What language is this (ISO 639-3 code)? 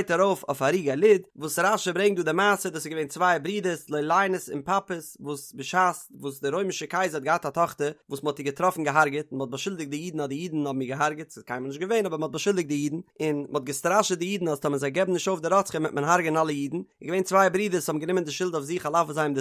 yid